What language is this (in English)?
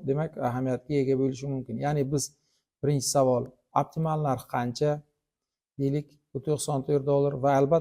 Uzbek